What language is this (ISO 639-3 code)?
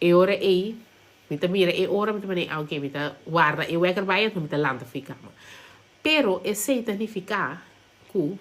pap